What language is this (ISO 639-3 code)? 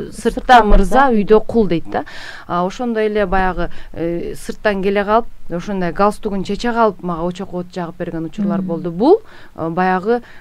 kir